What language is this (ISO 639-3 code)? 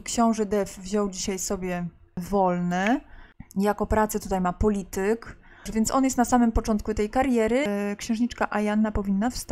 pol